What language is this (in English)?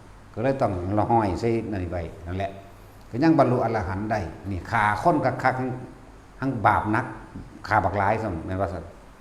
Northeastern Thai